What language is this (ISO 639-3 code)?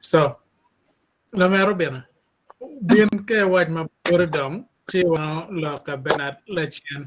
ach